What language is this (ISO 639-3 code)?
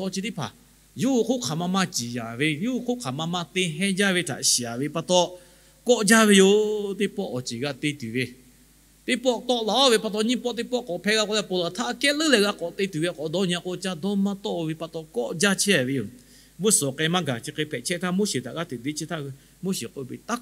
lhu